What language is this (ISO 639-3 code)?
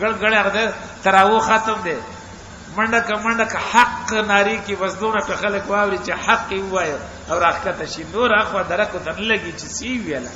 pus